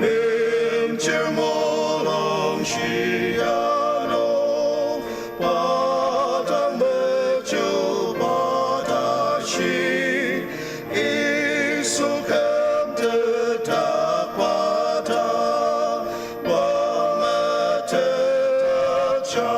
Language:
Ao Naga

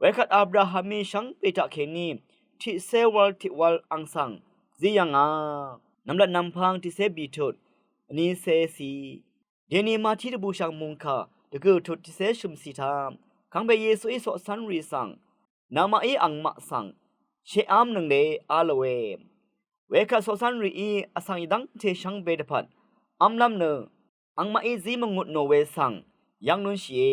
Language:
Rawang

